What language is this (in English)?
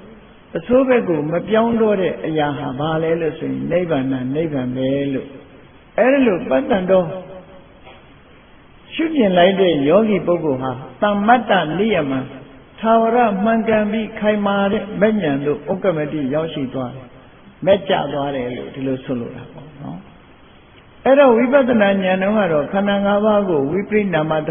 Burmese